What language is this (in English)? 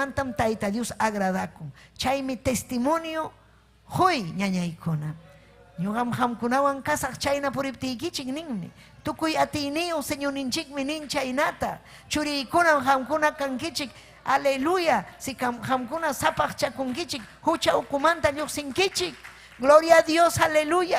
Ayacucho Quechua